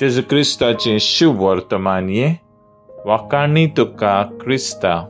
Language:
Konkani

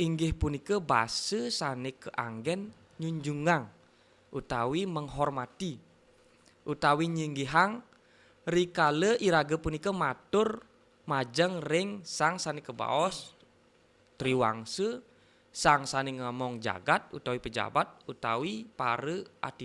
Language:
Balinese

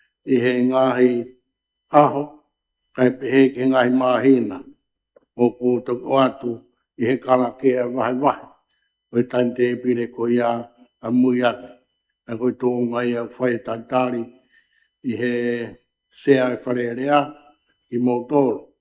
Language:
Tongan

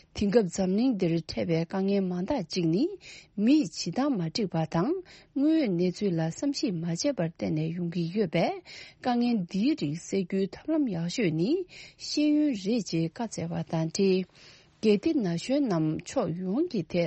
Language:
Tibetan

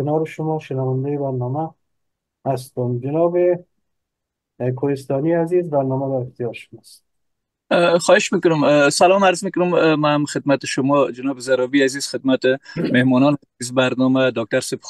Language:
Persian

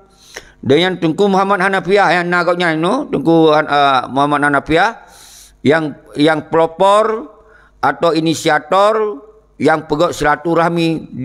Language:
Achinese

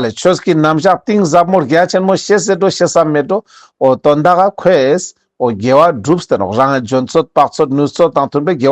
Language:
Ladakhi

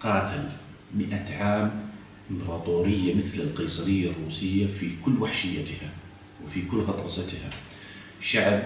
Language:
South Levantine Arabic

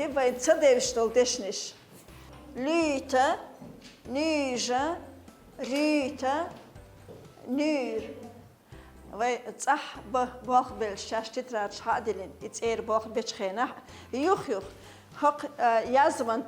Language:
Chechen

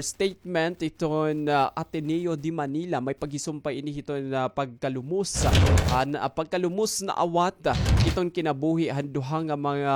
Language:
Waray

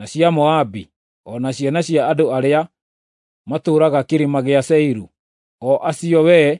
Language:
Kikuyu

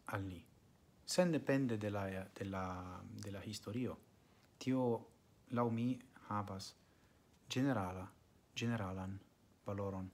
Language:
Esperanto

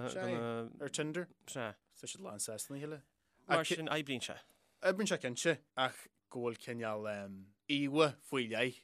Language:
Irish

